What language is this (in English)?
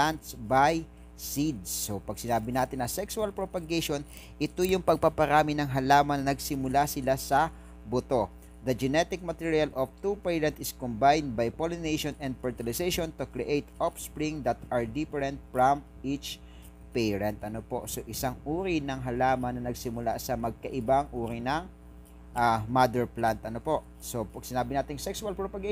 Filipino